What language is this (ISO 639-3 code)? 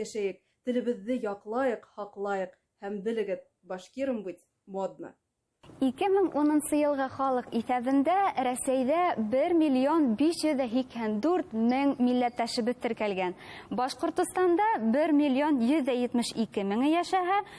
bak